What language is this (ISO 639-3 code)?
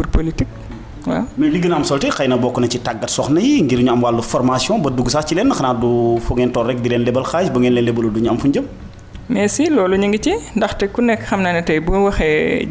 wol